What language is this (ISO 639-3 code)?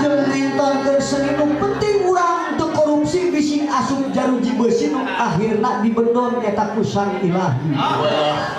sun